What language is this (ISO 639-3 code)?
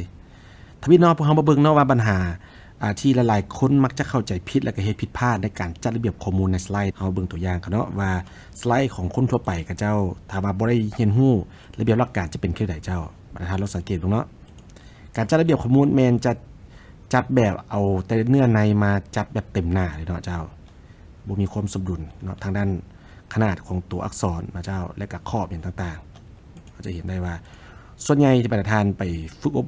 lao